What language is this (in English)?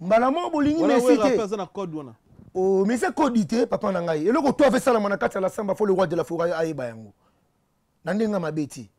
Lingala